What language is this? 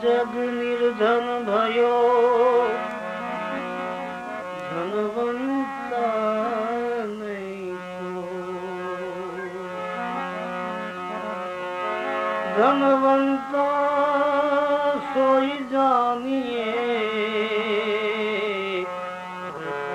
Hindi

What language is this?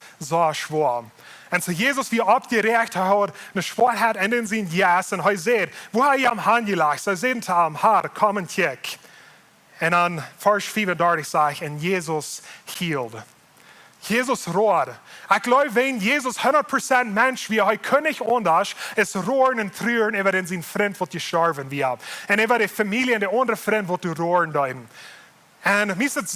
Plautdietsch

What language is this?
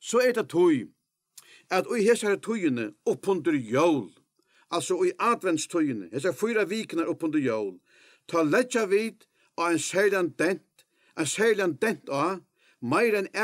Faroese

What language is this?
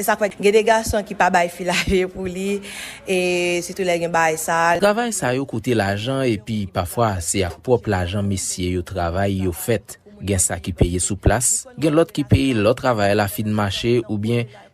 Haitian Creole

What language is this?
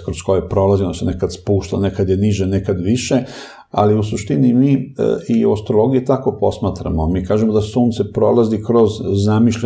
Serbian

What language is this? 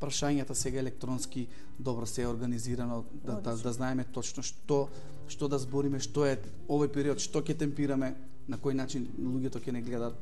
Macedonian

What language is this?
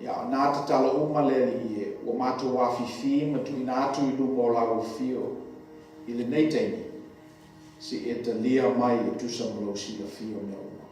Samoan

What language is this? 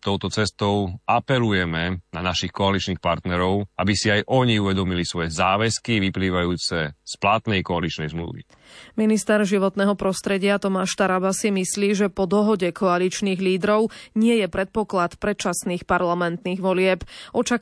Slovak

